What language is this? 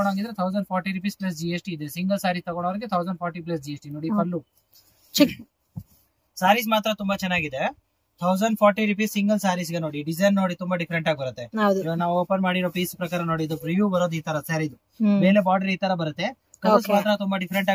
Kannada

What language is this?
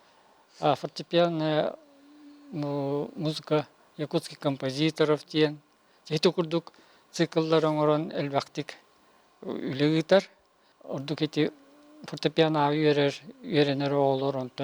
Yakut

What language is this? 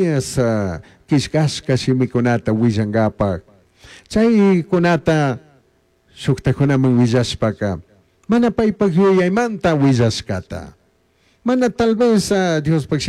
Chimborazo Highland Quichua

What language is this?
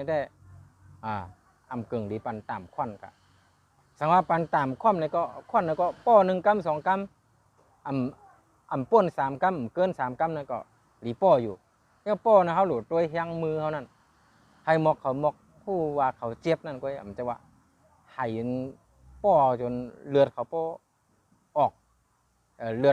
Shan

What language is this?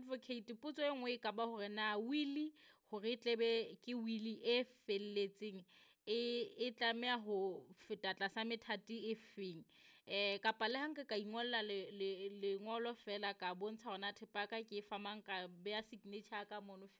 Southern Sotho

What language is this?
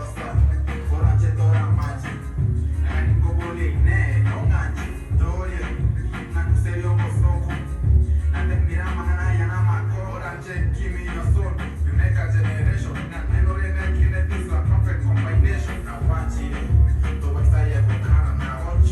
Gusii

